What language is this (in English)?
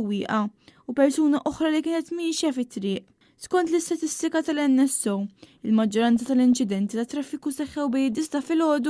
Maltese